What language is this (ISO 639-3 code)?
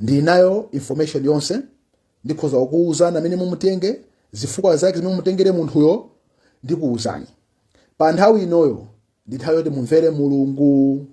nya